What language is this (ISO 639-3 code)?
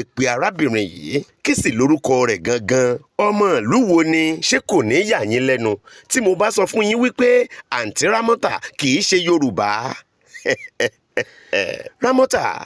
yor